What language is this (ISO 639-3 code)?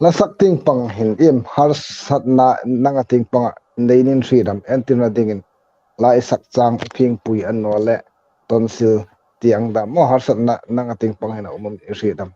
hmr